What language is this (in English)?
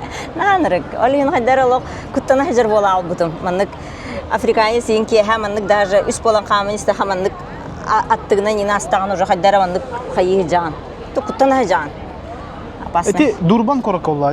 Yakut